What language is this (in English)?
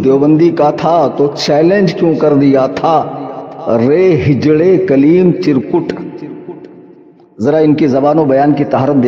Urdu